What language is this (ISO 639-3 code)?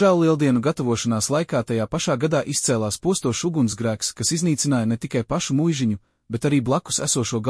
lav